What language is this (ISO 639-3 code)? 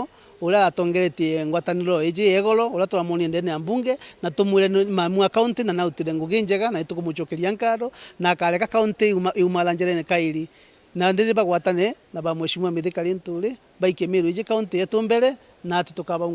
mer